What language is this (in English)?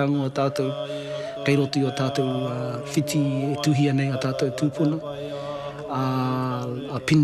Māori